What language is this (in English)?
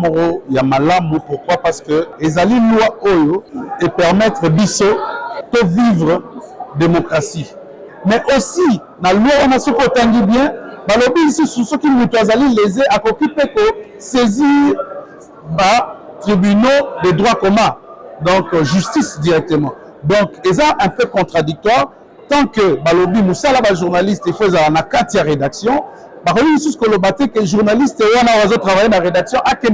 Lingala